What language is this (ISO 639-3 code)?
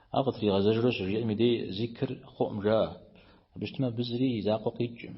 kbd